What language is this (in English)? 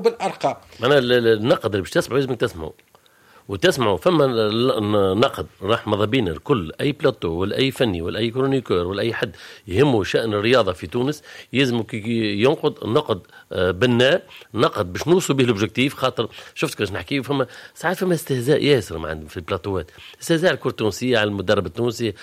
Tunisian Arabic